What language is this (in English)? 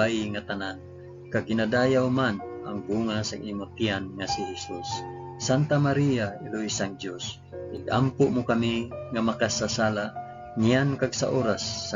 Hiligaynon